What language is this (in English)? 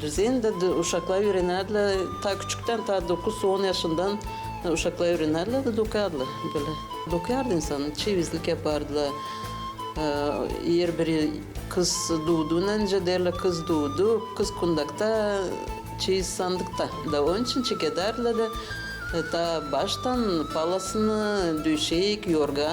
Gagauz